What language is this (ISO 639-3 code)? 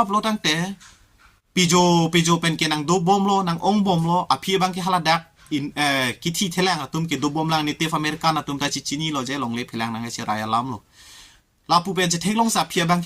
mjw